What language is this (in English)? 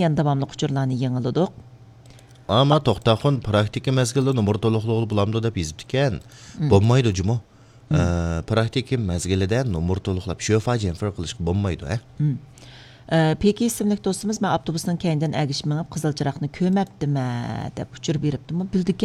Uyghur